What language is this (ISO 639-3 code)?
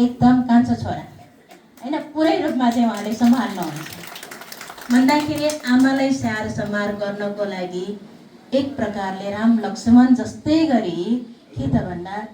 nep